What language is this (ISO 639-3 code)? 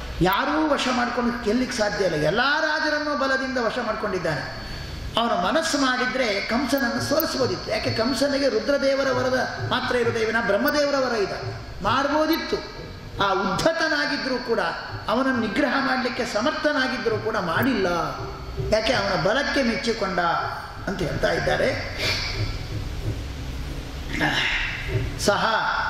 kan